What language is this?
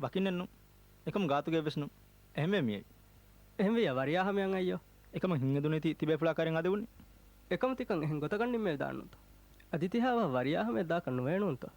Divehi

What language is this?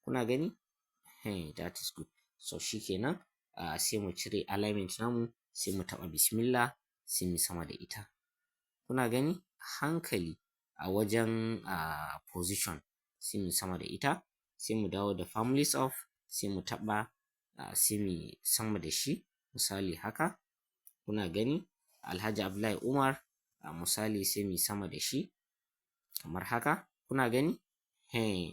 Hausa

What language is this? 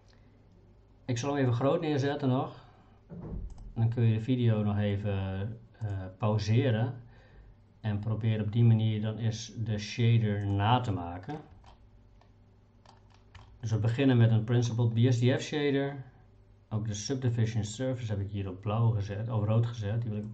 Dutch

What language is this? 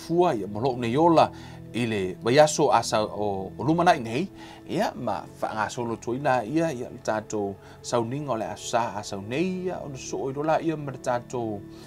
Samoan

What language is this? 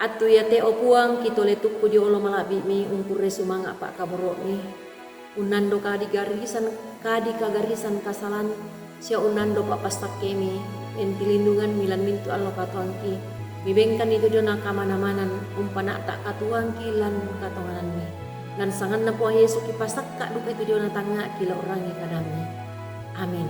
Toraja-Sa'dan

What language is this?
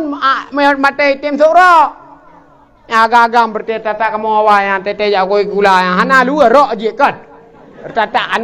Achinese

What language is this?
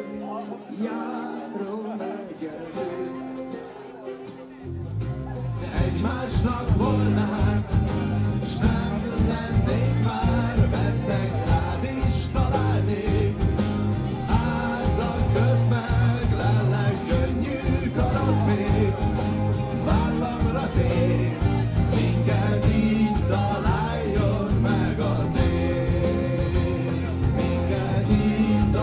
Hungarian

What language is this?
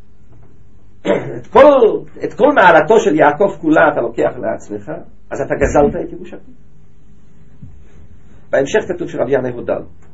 Hebrew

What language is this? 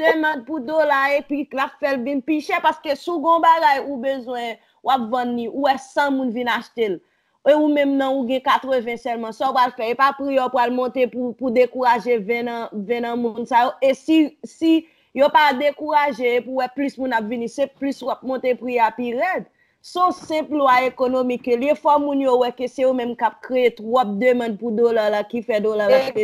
Haitian Creole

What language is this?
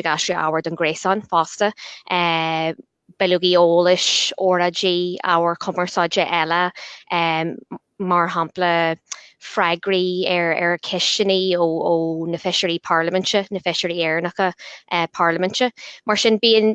Irish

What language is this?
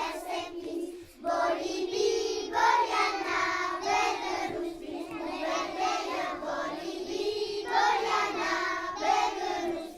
Occitan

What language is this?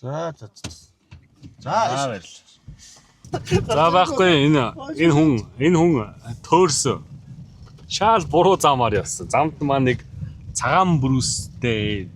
Mongolian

